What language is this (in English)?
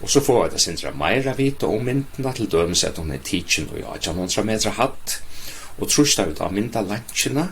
Faroese